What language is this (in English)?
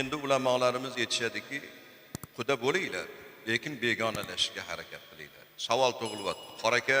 Uzbek